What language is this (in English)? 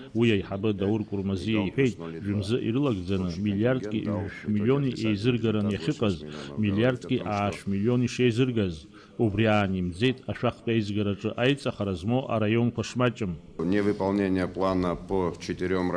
Abkhazian